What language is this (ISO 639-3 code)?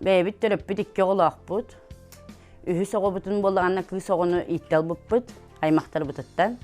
sah